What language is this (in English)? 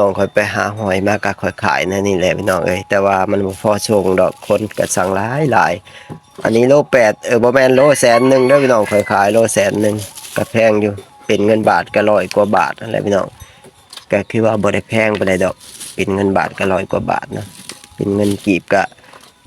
Lao